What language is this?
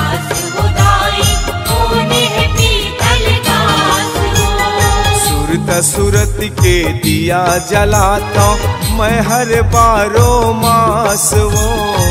Chhattisgarhi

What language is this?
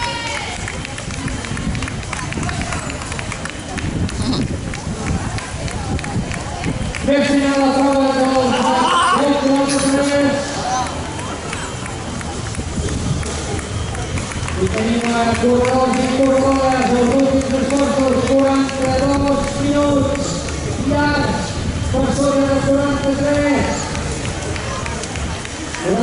Catalan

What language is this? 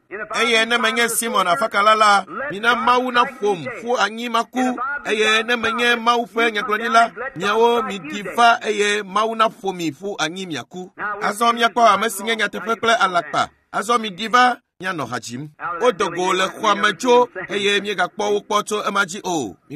Ewe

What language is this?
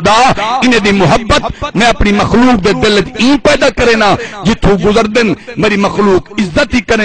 Saraiki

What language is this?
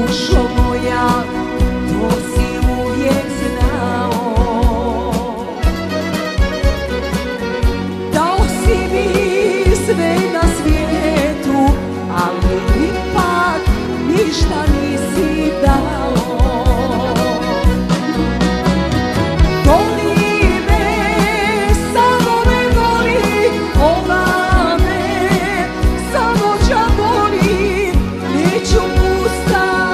Croatian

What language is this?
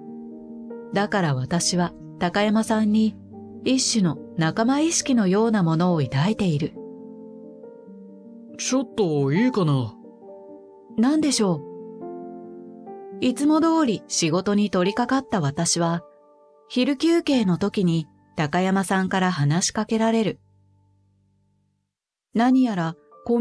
Japanese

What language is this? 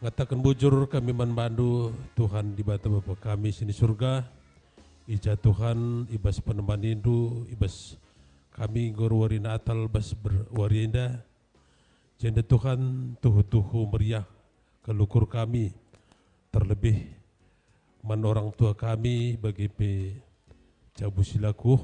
Batak Karo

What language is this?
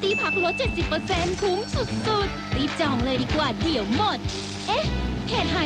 Thai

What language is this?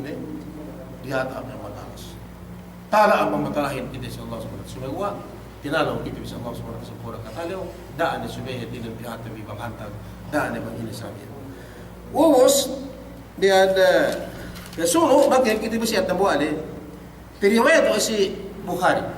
Yakan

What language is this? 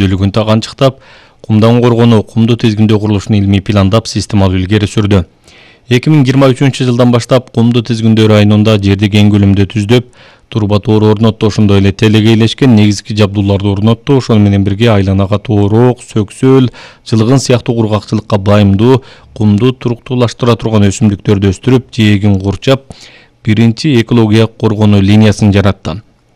Kyrgyz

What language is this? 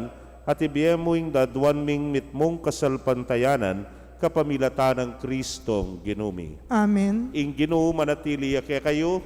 Pampanga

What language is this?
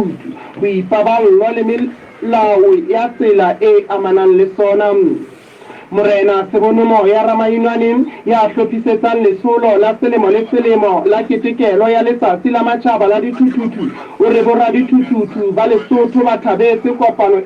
Southern Sotho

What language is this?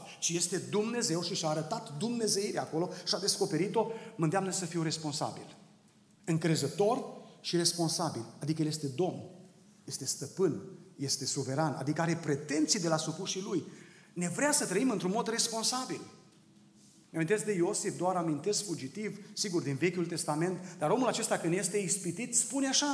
Romanian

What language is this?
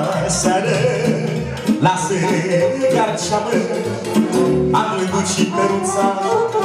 Romanian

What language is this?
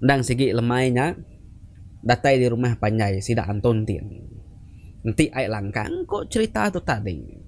Iban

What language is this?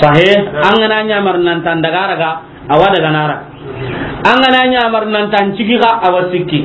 Soninke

